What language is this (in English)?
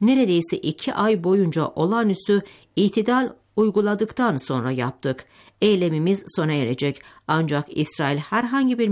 Turkish